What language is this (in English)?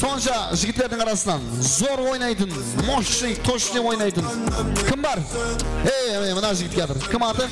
Kara-Kalpak